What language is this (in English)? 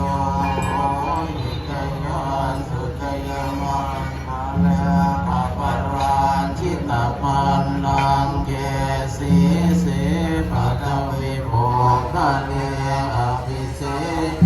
Pali